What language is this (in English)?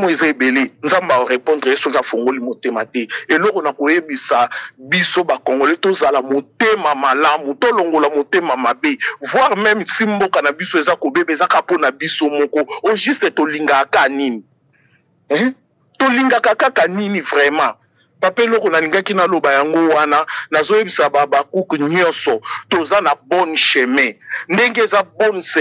Lingala